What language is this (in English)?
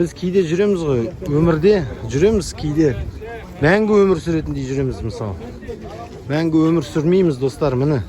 Kazakh